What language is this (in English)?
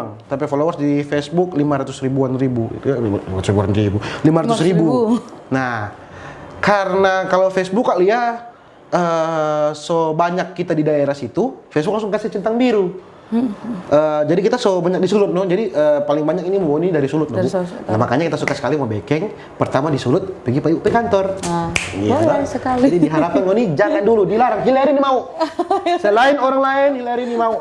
Manado Malay